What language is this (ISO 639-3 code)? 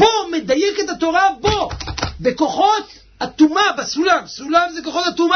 heb